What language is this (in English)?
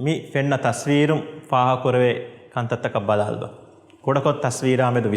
Divehi